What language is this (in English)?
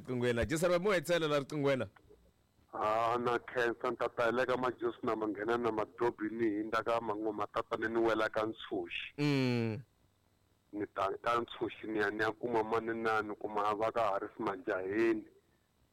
Tsonga